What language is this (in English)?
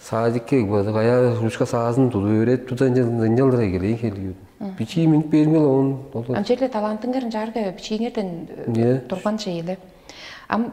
Tuvinian